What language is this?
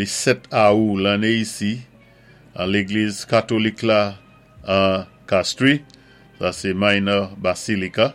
Saint Lucian Creole French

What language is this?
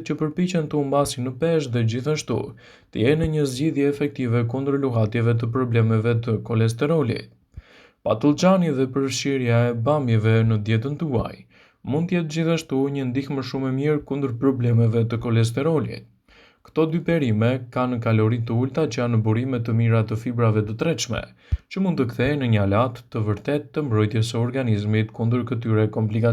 Albanian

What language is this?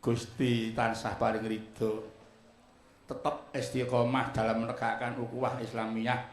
Javanese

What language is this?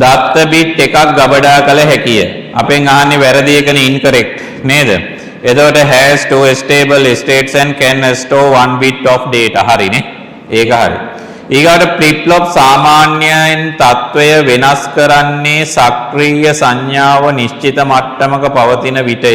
Sinhala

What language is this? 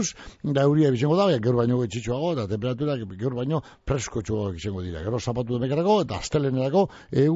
Basque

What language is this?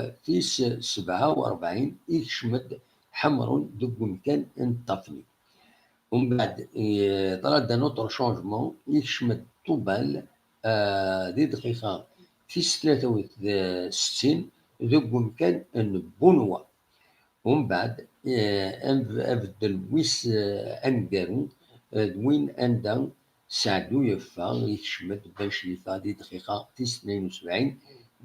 Kabyle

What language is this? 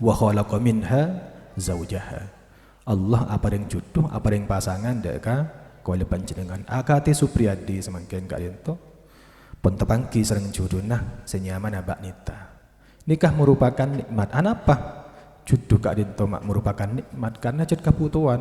Madurese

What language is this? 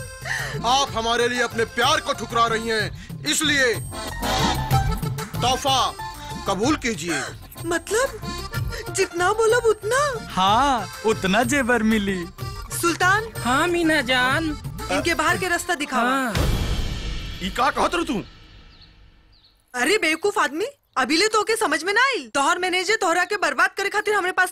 Bhojpuri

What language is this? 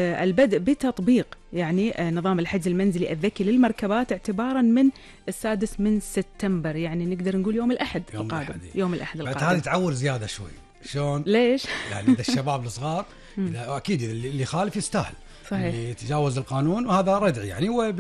Gulf Arabic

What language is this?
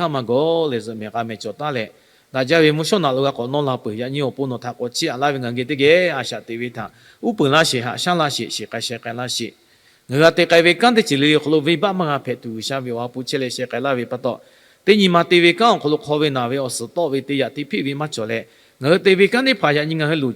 Lahu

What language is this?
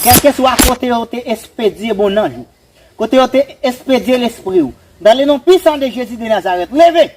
Haitian Creole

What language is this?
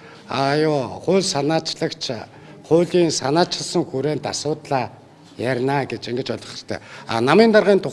Mongolian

